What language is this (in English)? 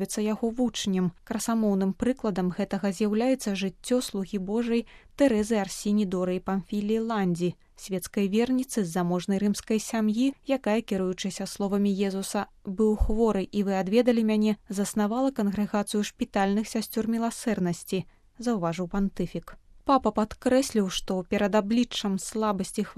Belarusian